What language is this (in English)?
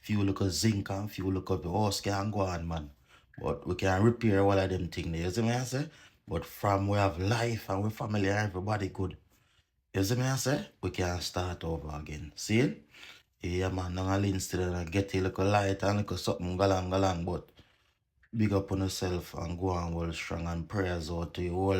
Jamaican Creole English